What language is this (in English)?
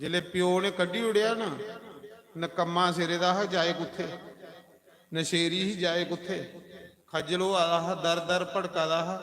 Dogri